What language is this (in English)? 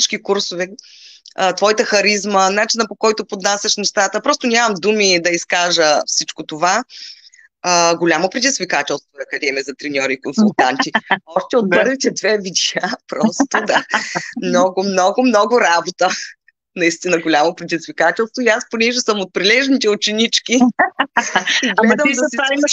Bulgarian